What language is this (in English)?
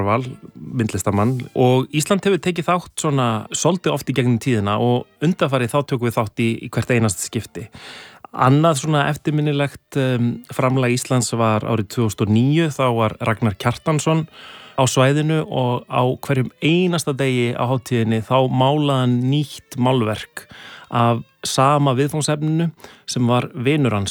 Icelandic